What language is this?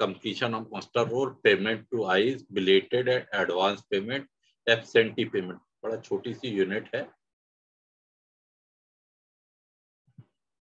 Hindi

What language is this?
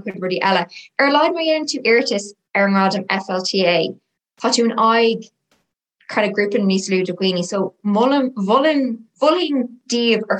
Irish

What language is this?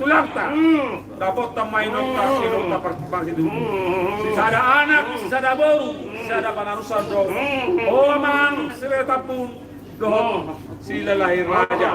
Batak Toba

